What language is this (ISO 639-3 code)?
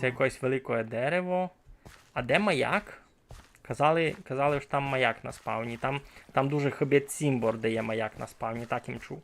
rue